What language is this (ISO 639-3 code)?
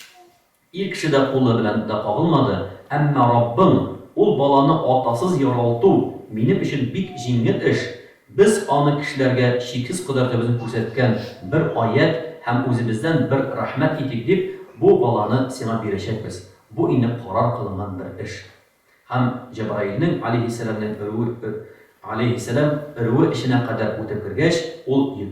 tat